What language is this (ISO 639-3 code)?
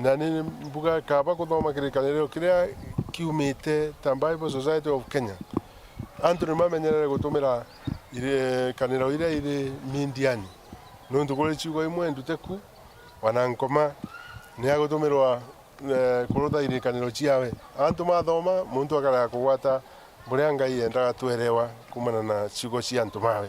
mer